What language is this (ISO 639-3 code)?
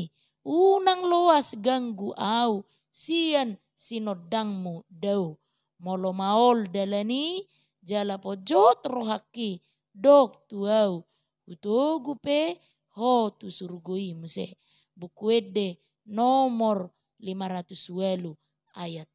bbc